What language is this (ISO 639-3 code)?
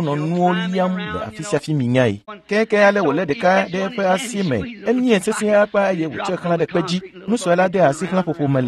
ewe